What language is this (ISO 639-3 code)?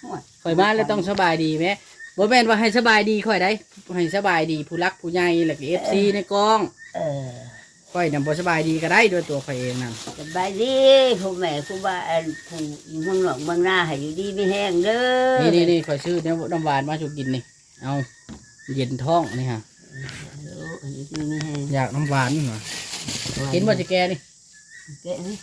tts